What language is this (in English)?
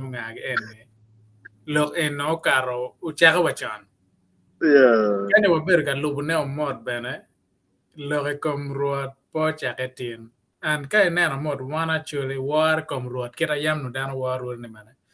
Acoli